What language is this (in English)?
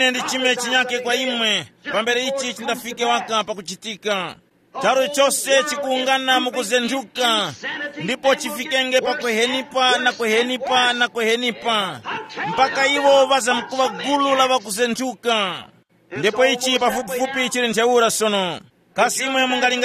Tumbuka